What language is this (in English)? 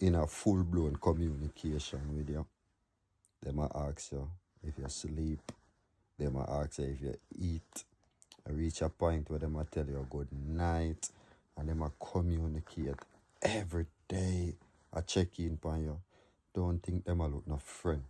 Jamaican Creole English